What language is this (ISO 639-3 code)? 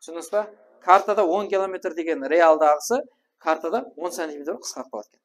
kaa